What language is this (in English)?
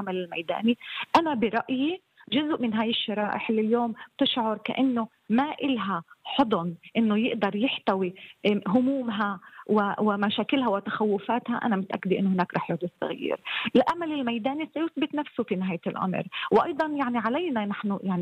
North Levantine Arabic